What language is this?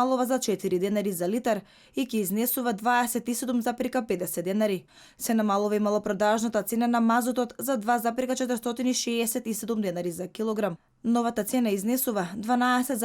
Macedonian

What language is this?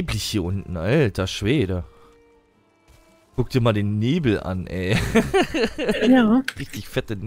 German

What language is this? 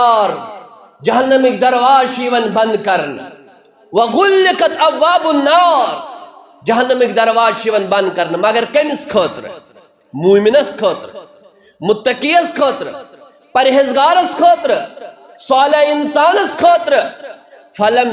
Kashmiri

